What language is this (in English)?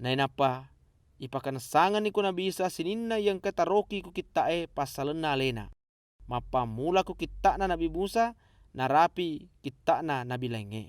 Buginese